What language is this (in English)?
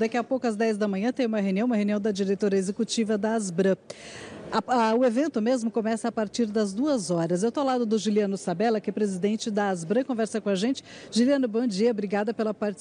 Portuguese